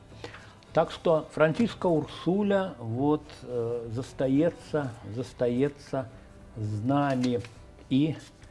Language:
Belarusian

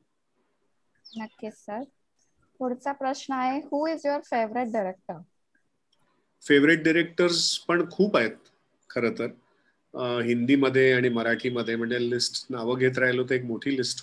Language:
Marathi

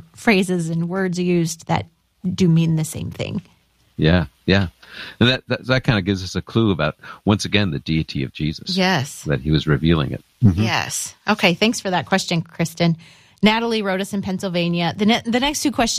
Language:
English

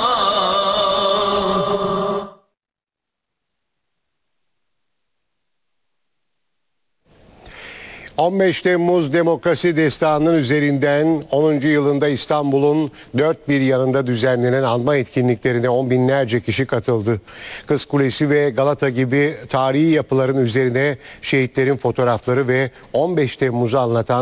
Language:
Turkish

